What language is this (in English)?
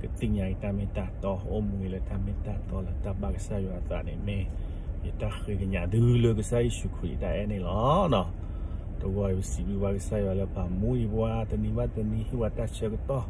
S'gaw Karen